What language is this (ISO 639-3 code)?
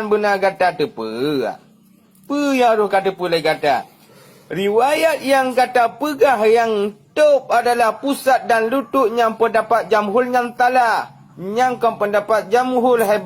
ace